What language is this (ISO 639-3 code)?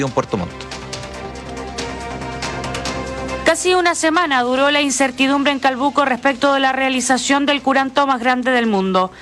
spa